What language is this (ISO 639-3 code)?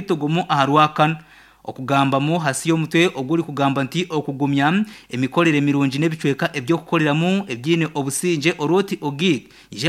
nyn